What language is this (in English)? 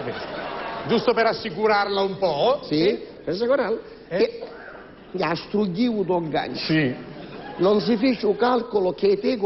Sicilian